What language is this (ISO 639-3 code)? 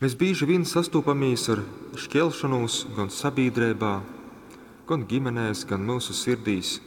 ltg